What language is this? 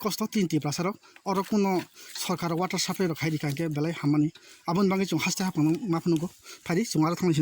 Kok Borok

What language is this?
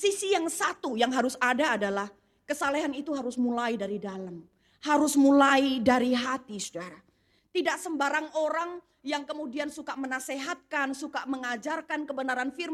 Indonesian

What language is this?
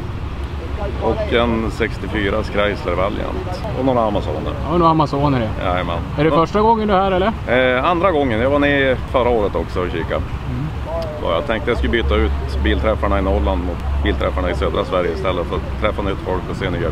Swedish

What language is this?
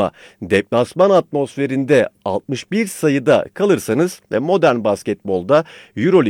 Turkish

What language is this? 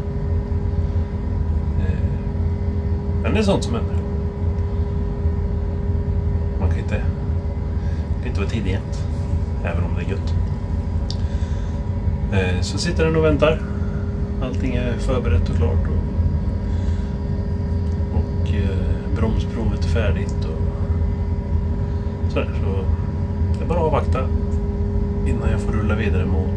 Swedish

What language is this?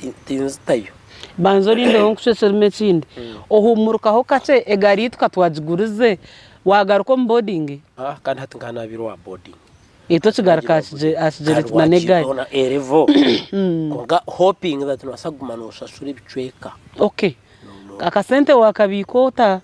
Nyankole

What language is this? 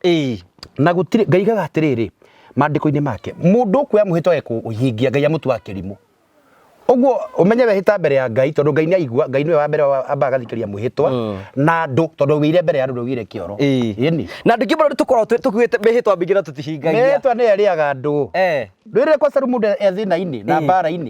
Kikuyu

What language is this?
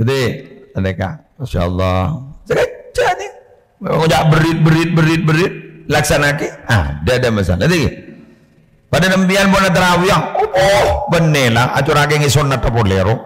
Madurese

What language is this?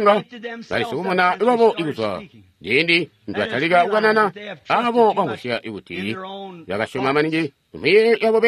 Tonga (Zambia)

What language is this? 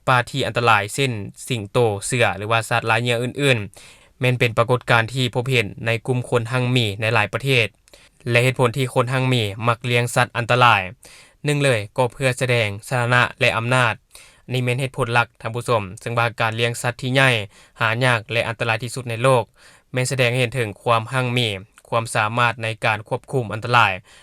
Lao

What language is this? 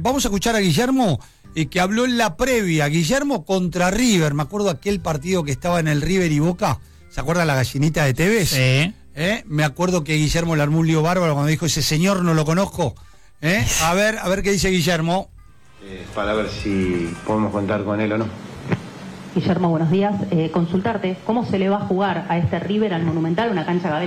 Spanish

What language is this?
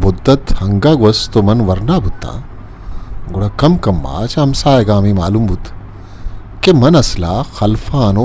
Eastern Balochi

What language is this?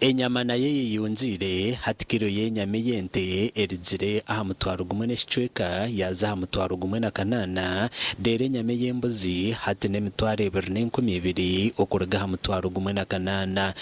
Nyankole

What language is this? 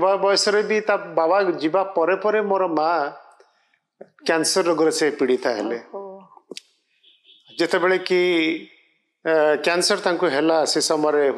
Odia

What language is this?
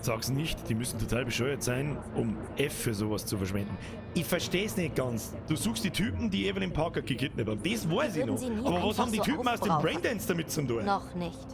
Bavarian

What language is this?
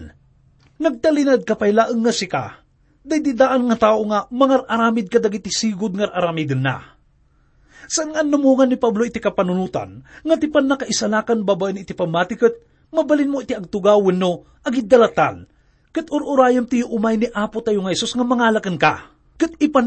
Iloko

